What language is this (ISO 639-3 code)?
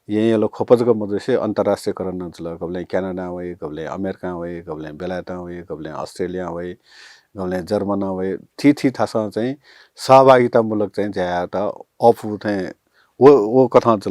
new